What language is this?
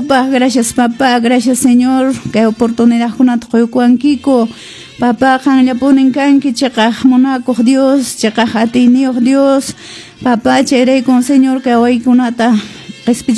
Quechua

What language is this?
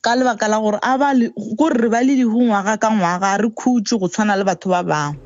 Northern Sotho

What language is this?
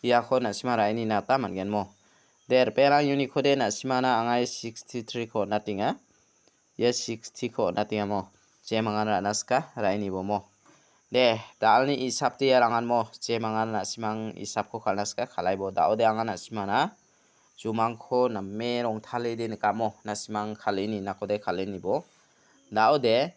Garo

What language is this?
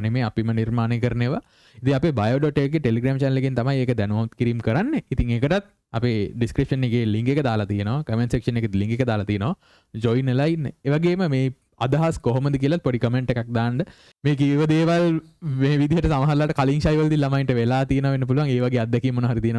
Sinhala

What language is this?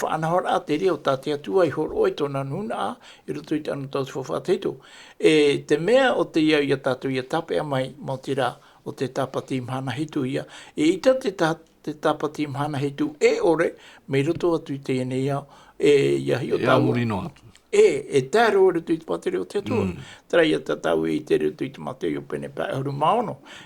Tahitian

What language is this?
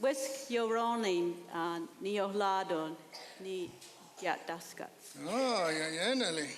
Mohawk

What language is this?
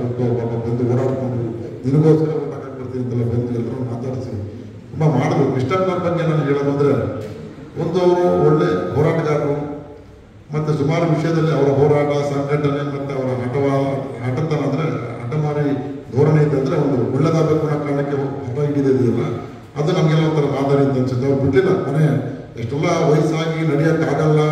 Kannada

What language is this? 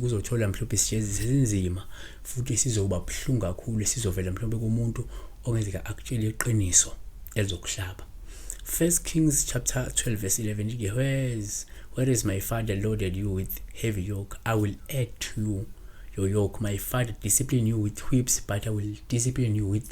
Zulu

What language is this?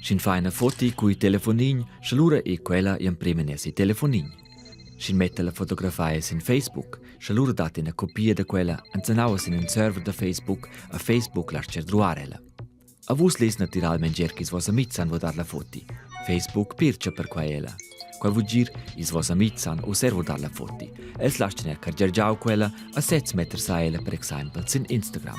Romansh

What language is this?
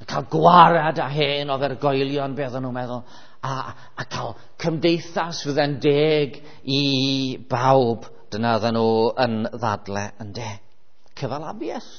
Welsh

